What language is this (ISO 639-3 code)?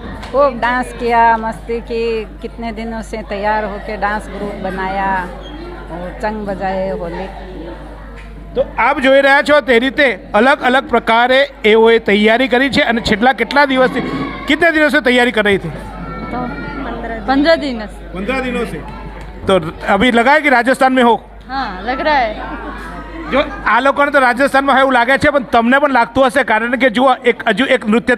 guj